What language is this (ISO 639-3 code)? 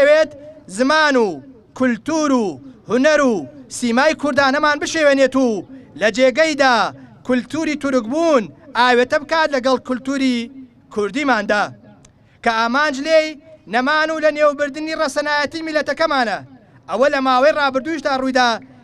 ckb